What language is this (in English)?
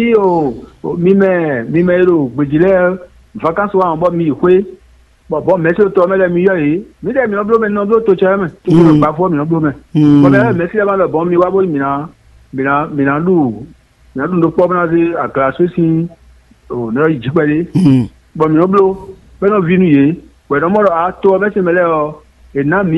Fon